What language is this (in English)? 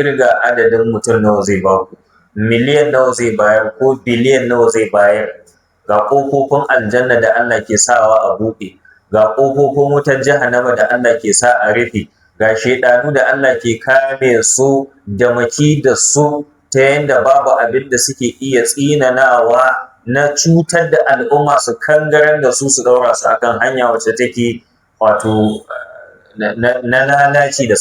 Hausa